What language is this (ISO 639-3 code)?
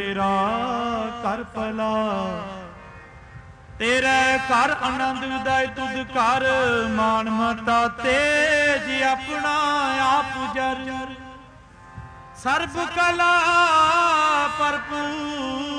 pan